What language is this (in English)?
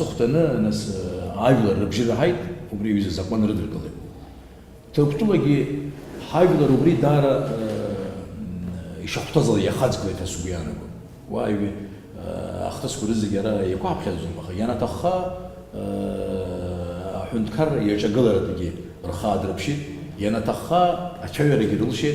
Abkhazian